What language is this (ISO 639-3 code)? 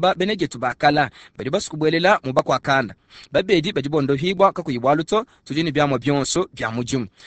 lua